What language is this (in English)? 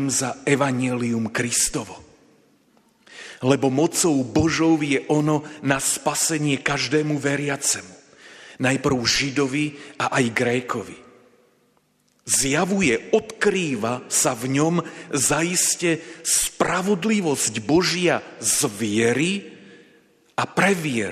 Slovak